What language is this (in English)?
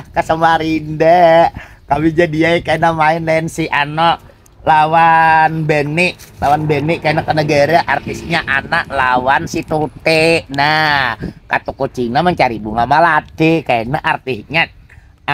Banjar